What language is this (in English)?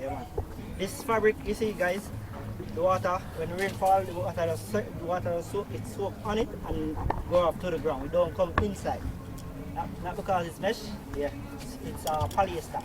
Jamaican Creole English